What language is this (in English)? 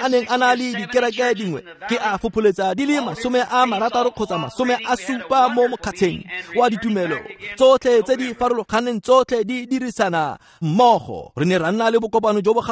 Tswana